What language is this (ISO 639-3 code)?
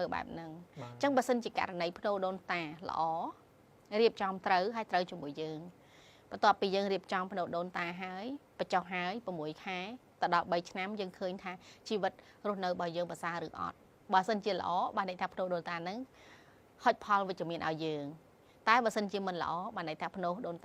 khm